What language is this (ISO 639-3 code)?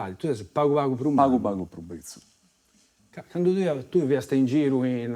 srd